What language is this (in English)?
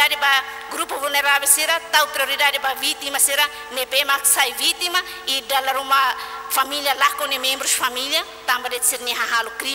Tetum